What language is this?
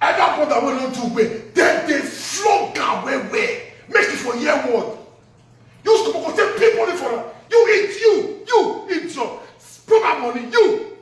Nigerian Pidgin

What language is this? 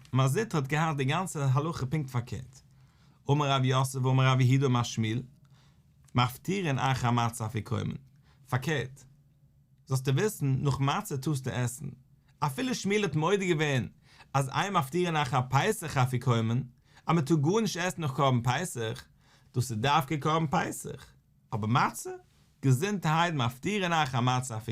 Yiddish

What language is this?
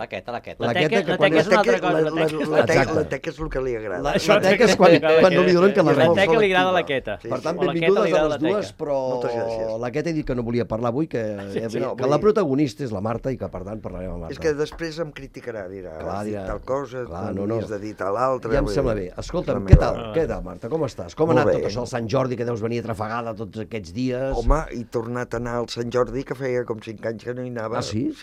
Catalan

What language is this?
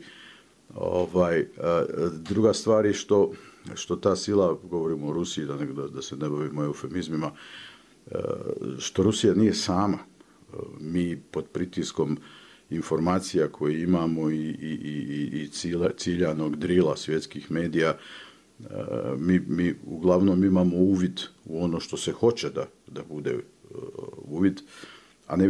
Bosnian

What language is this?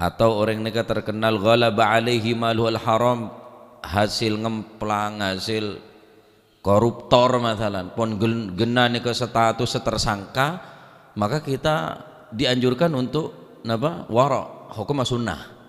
Madurese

